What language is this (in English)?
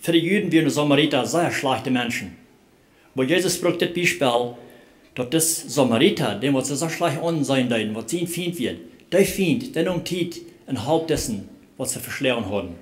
Plautdietsch